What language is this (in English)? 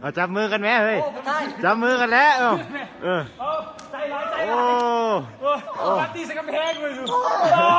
Lao